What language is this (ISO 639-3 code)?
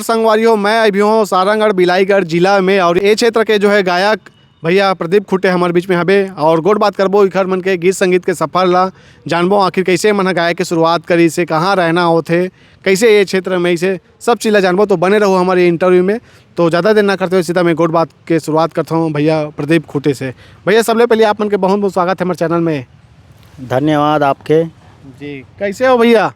hne